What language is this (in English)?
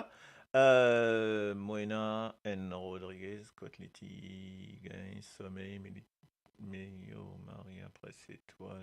Morisyen